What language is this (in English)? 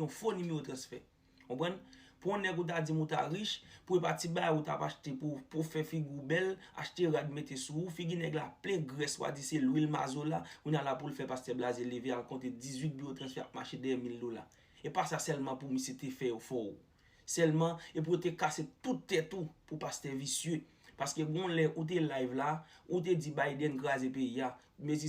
Haitian Creole